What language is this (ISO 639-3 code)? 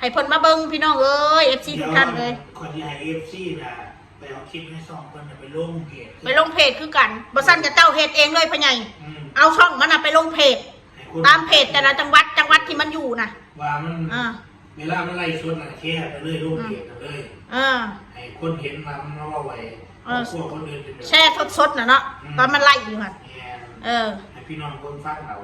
tts